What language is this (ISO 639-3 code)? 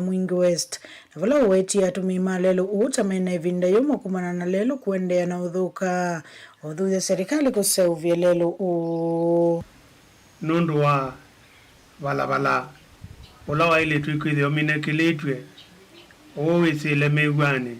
kam